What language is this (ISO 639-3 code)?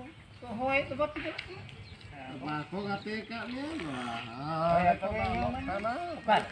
sat